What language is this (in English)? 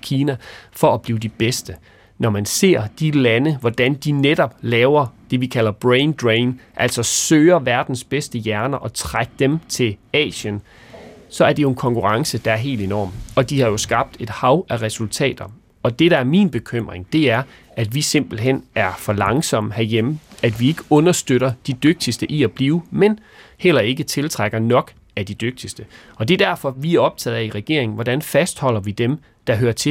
Danish